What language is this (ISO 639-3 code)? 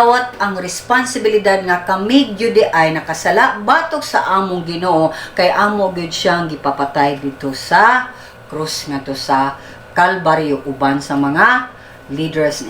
ceb